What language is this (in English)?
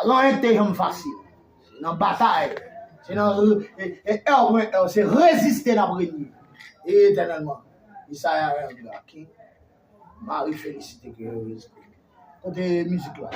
Haitian Creole